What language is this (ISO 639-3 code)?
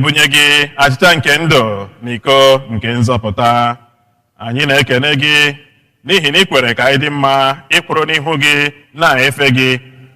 ibo